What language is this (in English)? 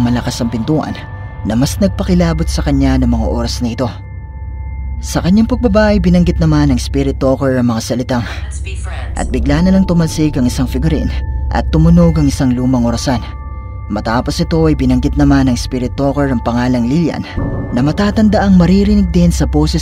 Filipino